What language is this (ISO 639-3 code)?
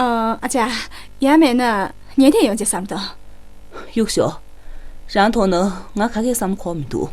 bod